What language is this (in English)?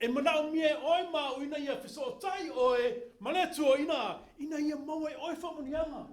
Samoan